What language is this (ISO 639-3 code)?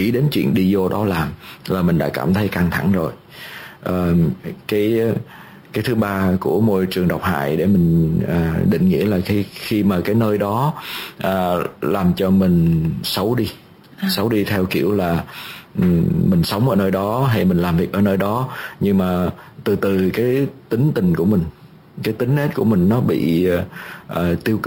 vie